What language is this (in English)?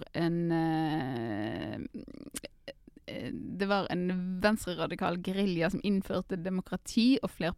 Norwegian